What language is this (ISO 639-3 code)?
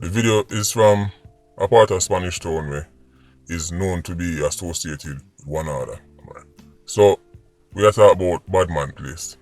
jam